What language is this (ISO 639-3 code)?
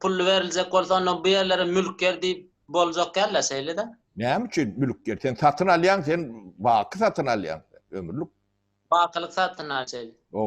tuk